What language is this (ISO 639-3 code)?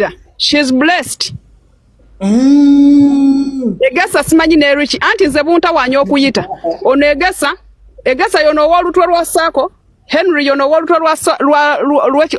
lug